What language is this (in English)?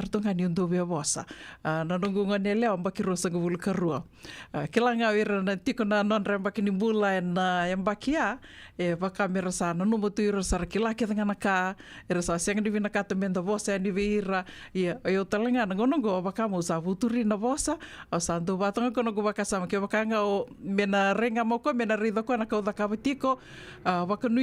Fijian